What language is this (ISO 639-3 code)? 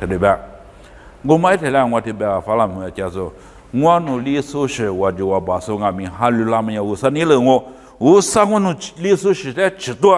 lis